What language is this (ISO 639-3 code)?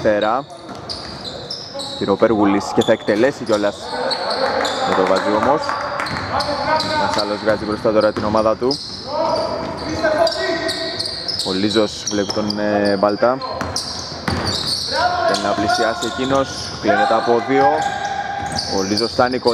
ell